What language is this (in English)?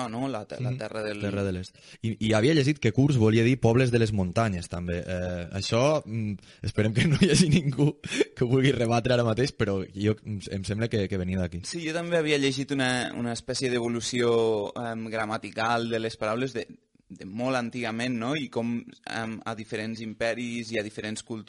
Catalan